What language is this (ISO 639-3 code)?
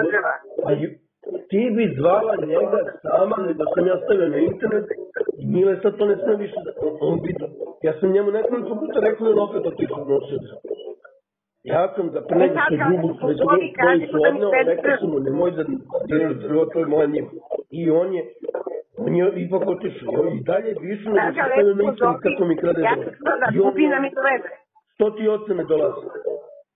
srp